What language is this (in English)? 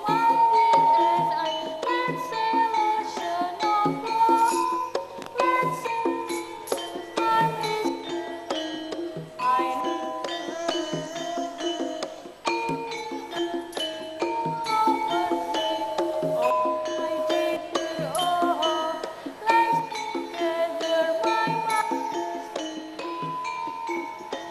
Indonesian